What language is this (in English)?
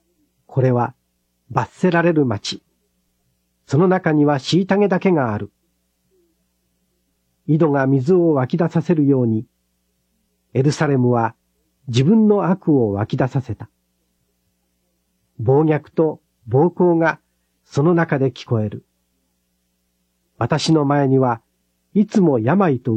Japanese